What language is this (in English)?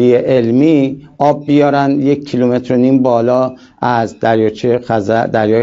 Persian